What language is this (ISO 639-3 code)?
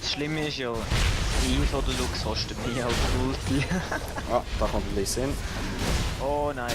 gsw